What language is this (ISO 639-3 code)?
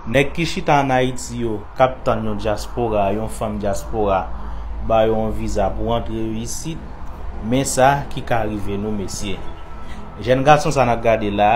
hat